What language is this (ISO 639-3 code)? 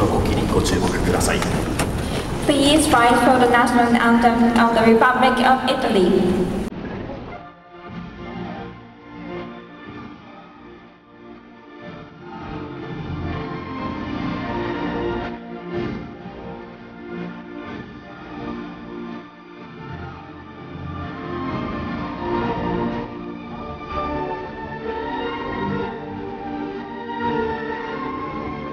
jpn